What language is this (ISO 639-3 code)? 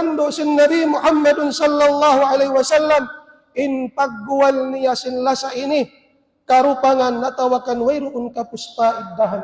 tsg